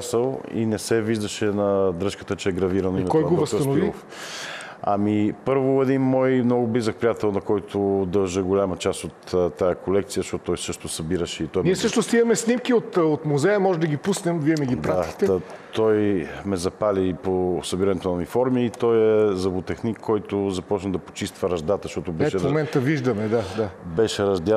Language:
Bulgarian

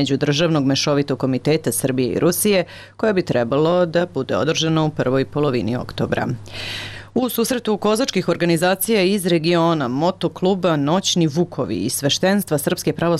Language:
Serbian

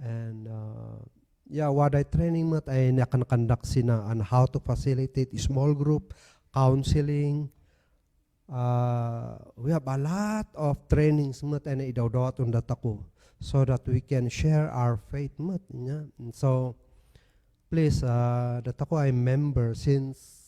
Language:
Kankanaey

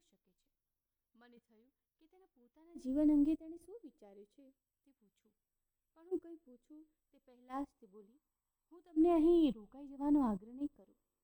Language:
Gujarati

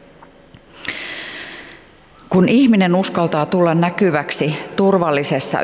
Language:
Finnish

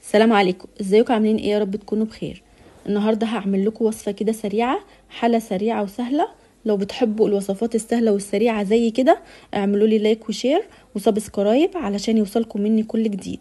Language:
Egyptian Arabic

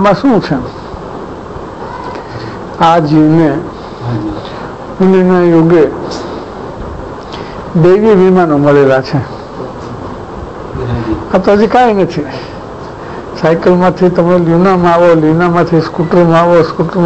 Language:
Gujarati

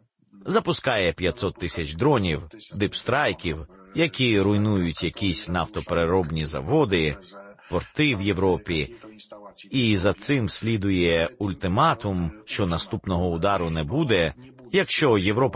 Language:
Ukrainian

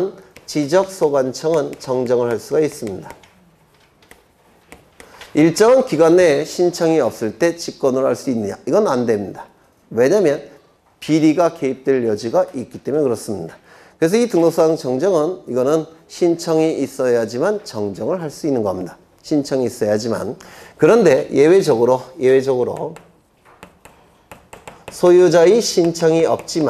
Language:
Korean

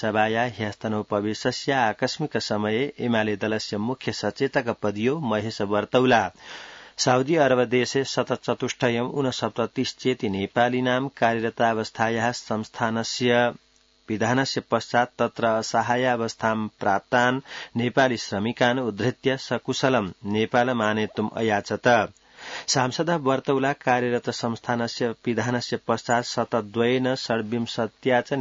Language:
Sanskrit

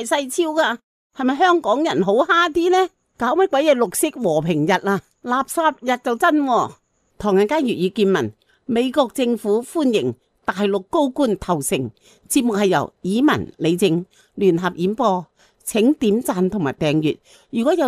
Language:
Cantonese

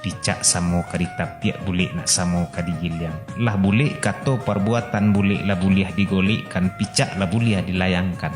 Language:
Minangkabau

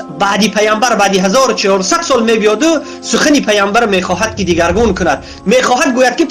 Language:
Tajik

